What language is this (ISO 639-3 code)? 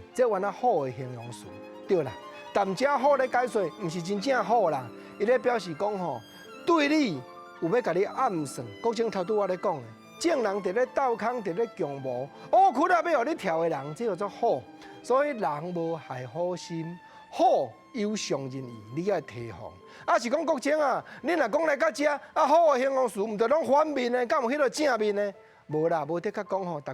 nan